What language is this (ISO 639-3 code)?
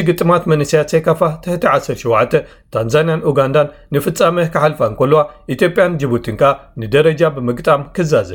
tir